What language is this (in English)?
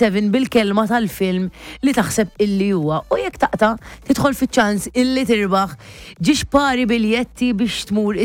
Maltese